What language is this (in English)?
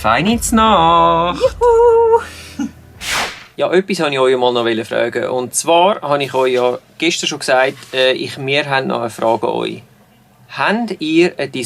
Swiss German